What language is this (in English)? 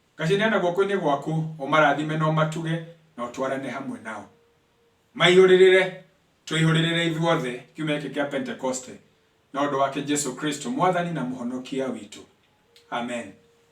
Kikuyu